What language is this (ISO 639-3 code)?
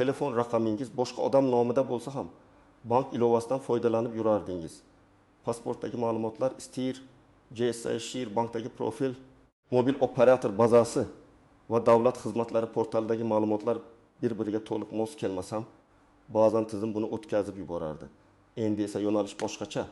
uzb